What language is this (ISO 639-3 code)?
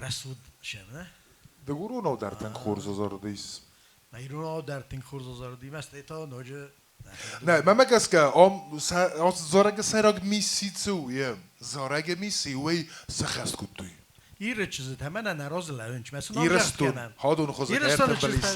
oss